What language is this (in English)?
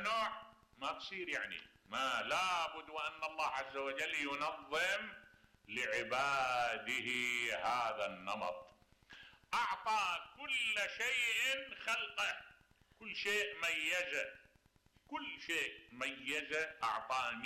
Mesopotamian Arabic